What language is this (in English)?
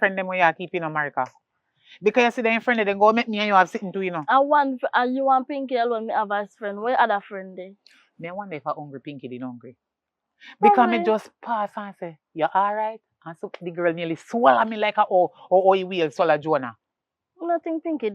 Jamaican Creole English